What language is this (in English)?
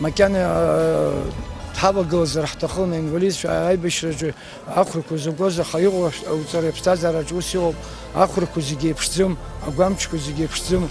Abkhazian